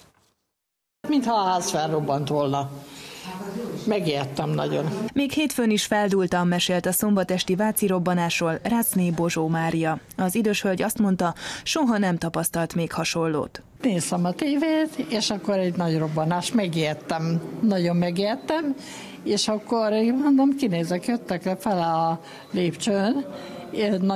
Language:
Hungarian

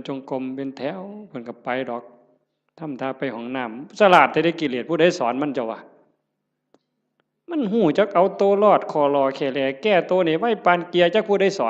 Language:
Northeastern Thai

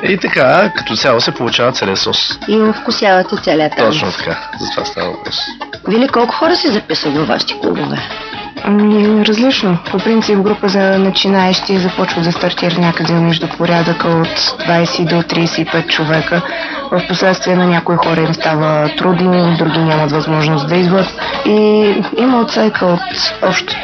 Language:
Bulgarian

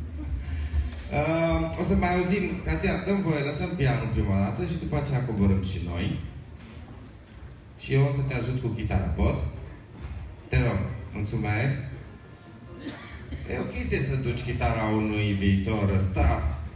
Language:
Romanian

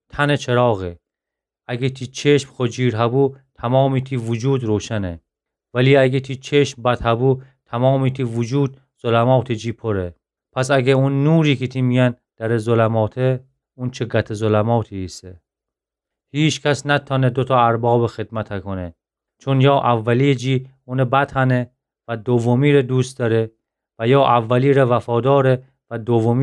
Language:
Gilaki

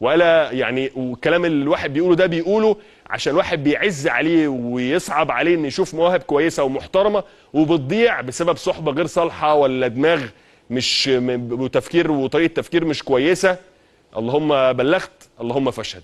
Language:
Egyptian Arabic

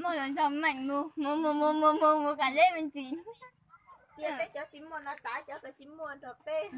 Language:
Hmong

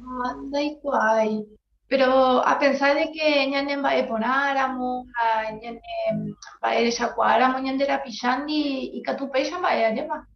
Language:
Guarani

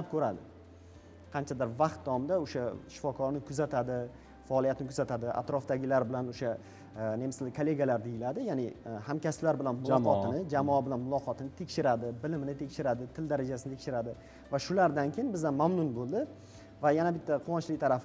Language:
Uzbek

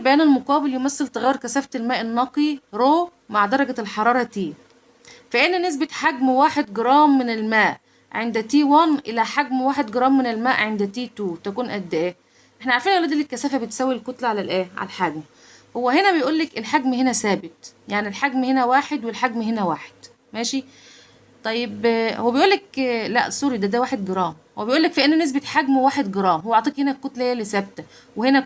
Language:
Egyptian Arabic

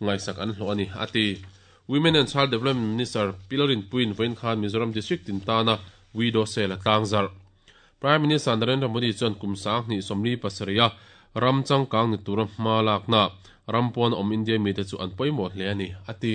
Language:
Mizo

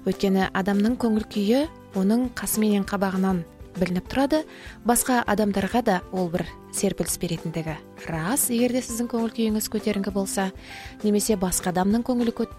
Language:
Kazakh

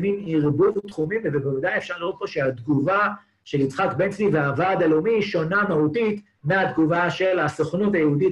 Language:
Hebrew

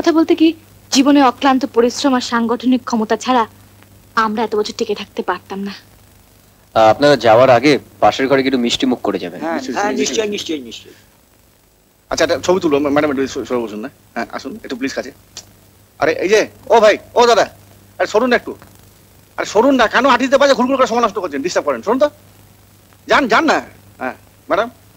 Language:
Bangla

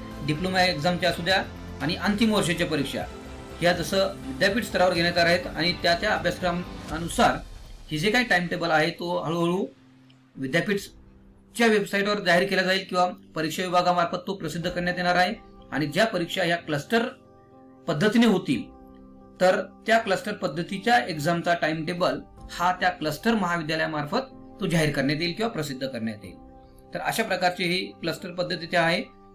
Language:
Marathi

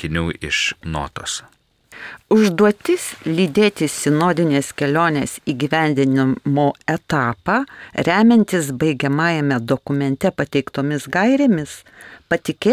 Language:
Lithuanian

